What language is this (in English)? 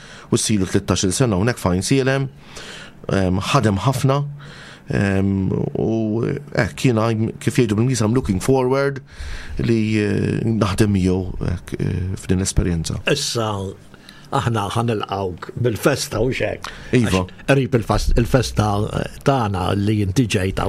Maltese